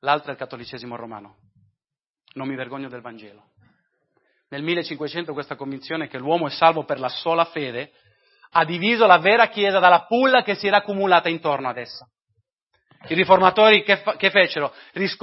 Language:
Italian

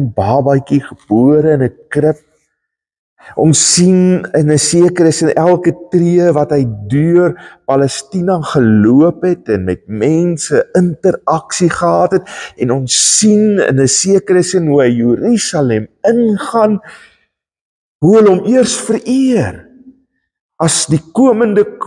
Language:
Afrikaans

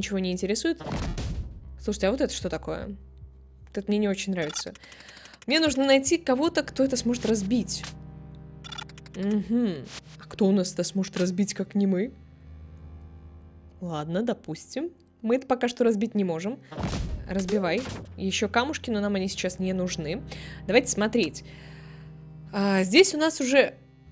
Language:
Russian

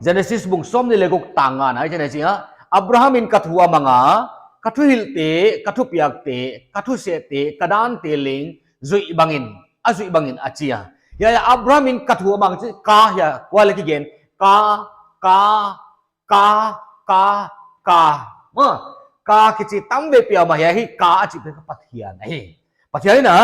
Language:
Paite Chin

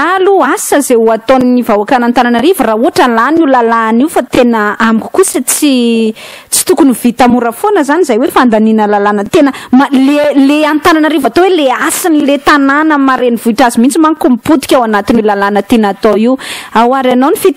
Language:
Malagasy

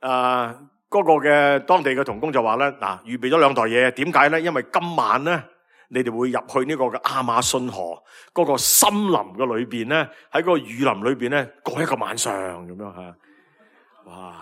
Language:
Cantonese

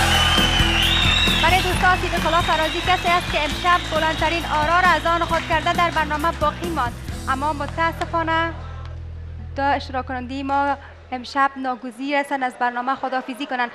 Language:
Persian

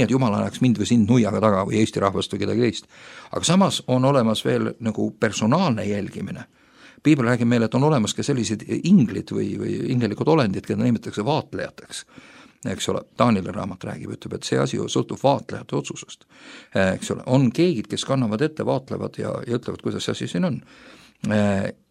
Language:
Estonian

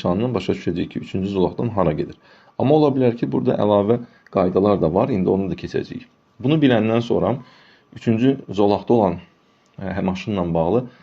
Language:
Azerbaijani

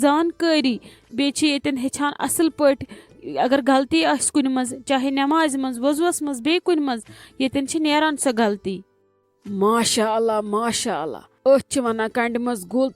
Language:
Kashmiri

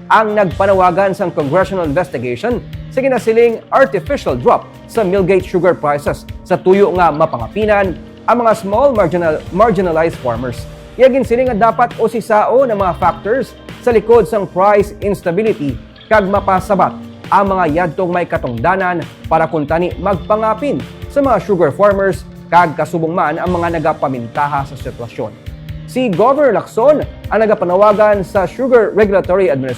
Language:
Hiligaynon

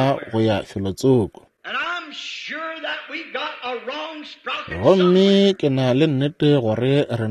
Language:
Northern Sotho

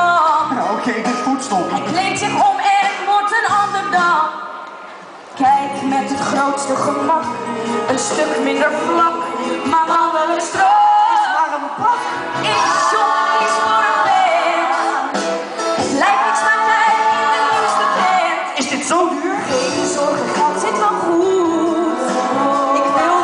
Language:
Dutch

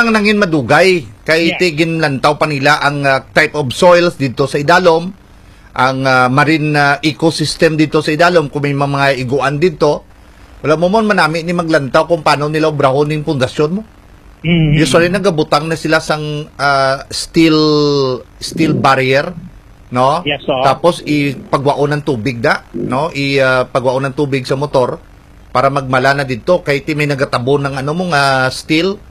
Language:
Hiligaynon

